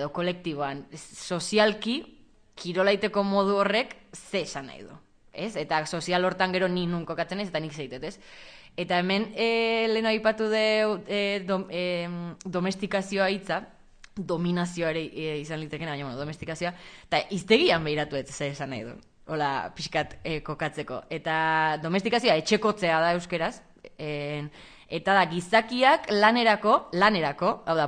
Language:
Basque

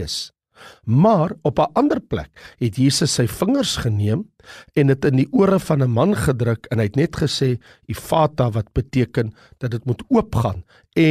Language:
Afrikaans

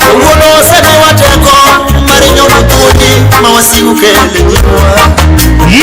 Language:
Luo (Kenya and Tanzania)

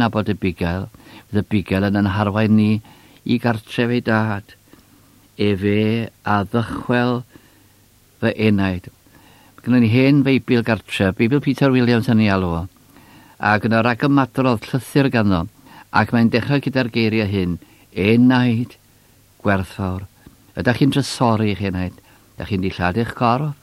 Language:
Welsh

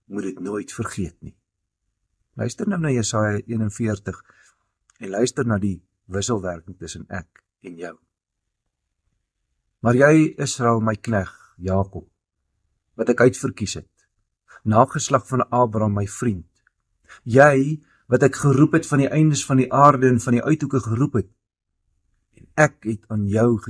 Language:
Afrikaans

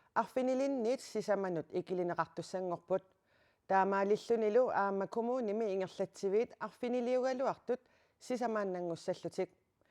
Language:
Kalaallisut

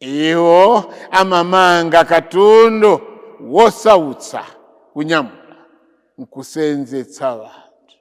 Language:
Nyanja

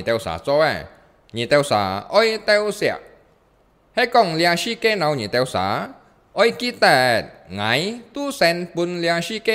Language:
Hakka Chinese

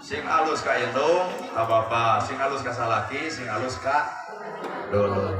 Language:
Sundanese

